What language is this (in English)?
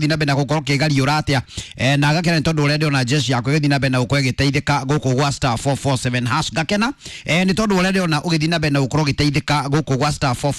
Kikuyu